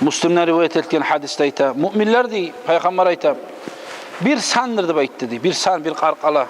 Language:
Kumyk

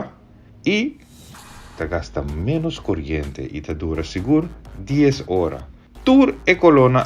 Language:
Papiamento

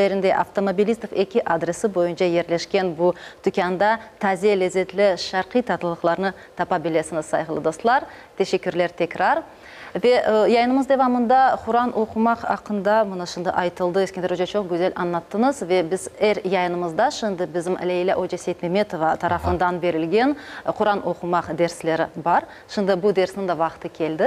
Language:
Crimean Tatar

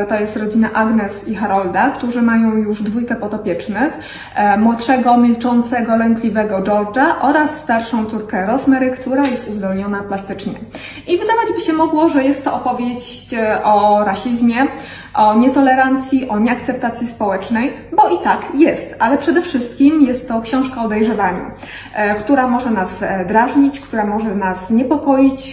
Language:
Polish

